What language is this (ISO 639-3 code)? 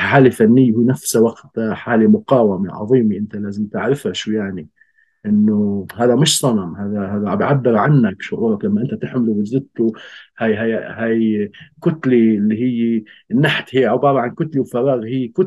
apc